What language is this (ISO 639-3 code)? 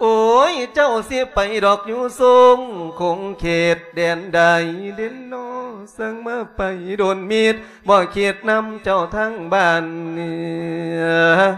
lao